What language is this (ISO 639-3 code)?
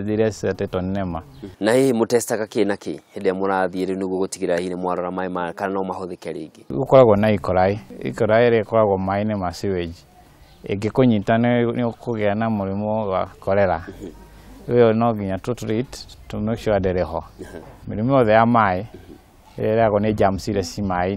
kik